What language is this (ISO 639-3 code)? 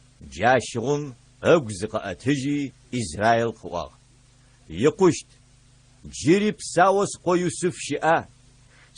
ady